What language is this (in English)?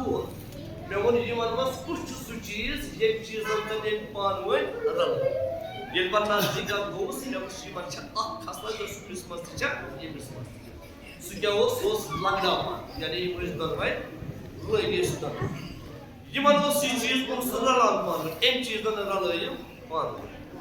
Kashmiri